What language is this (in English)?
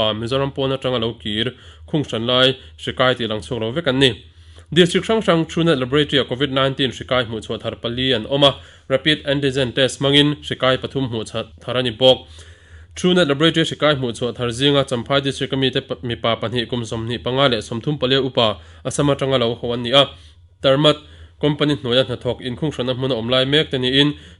Mizo